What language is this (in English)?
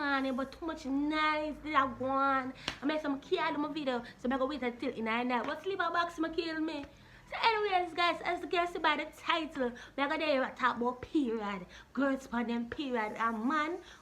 Jamaican Creole English